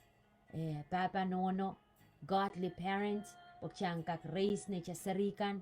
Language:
Pohnpeian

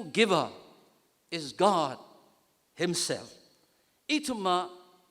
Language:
Tangkhul Naga (India)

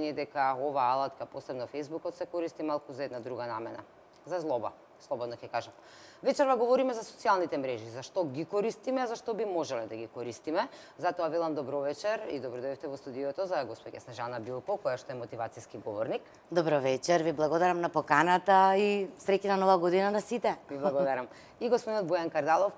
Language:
Macedonian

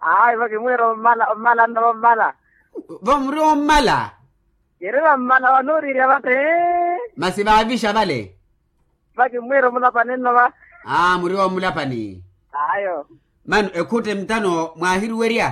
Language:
Makhuwa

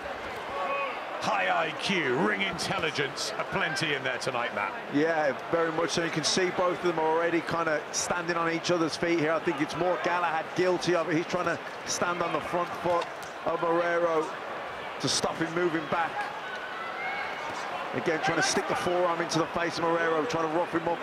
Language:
English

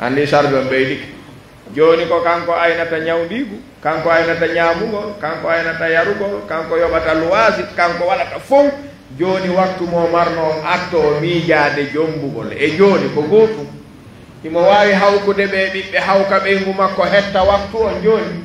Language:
Fula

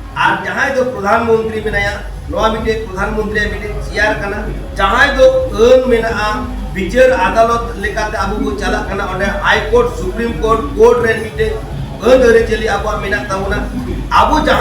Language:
Santali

